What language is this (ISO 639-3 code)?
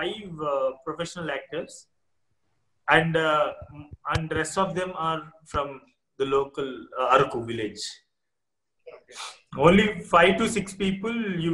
eng